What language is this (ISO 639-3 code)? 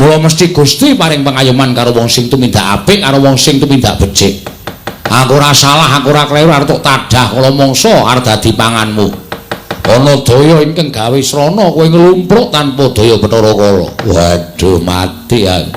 jav